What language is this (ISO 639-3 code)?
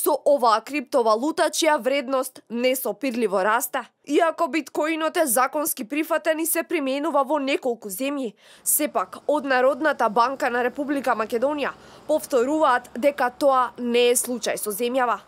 mkd